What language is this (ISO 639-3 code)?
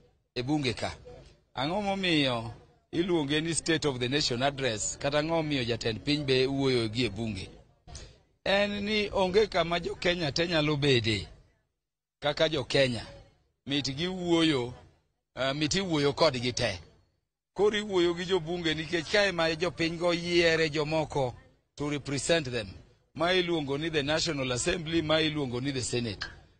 luo